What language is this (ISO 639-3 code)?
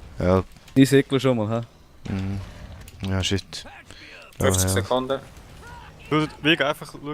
gsw